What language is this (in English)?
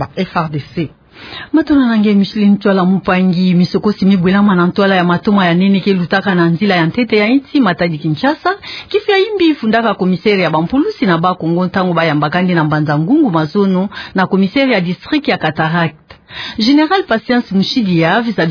Kituba (Democratic Republic of Congo)